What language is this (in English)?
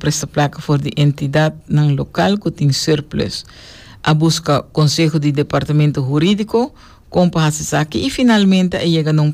Papiamento